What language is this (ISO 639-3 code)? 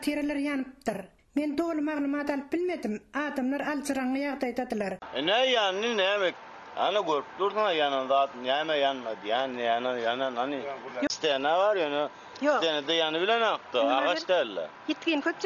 tuk